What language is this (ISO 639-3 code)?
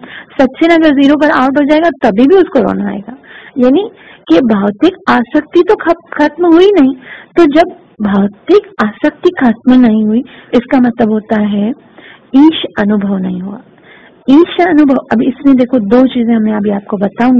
hin